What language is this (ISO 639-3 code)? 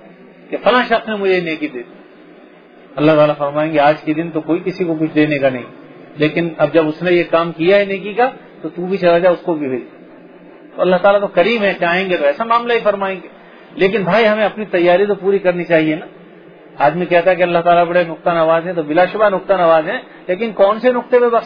urd